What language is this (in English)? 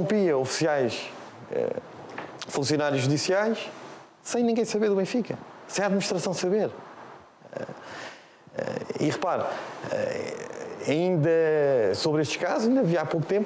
Portuguese